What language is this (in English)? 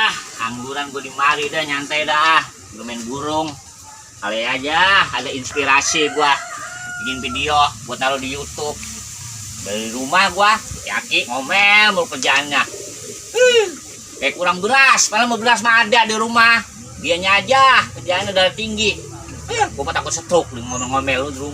Betawi